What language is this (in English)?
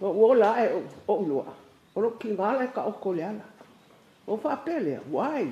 Samoan